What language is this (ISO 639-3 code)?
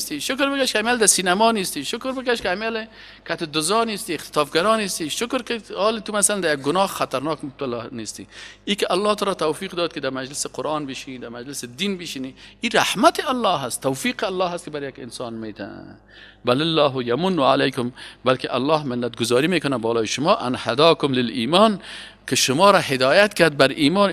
fas